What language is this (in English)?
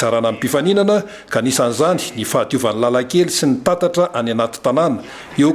Malagasy